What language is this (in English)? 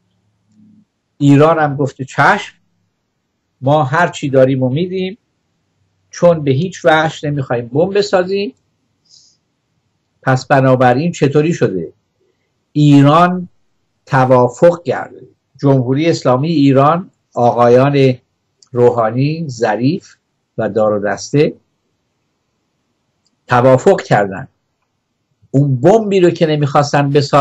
Persian